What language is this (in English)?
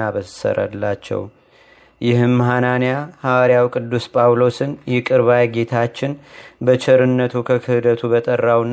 Amharic